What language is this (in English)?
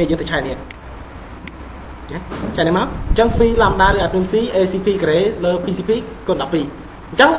Khmer